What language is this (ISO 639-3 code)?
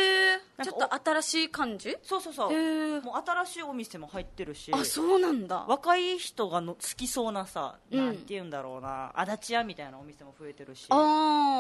jpn